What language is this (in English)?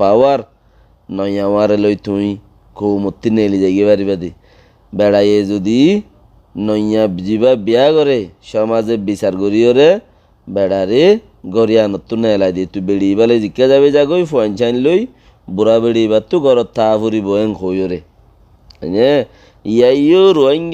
Rohingya